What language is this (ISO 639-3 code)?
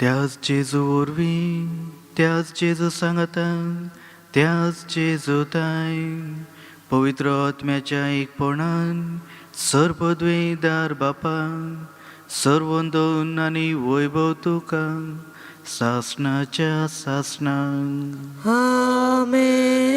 kok